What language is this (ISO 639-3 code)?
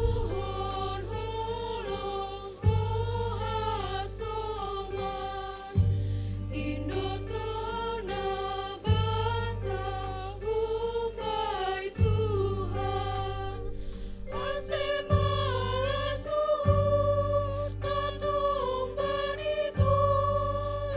bts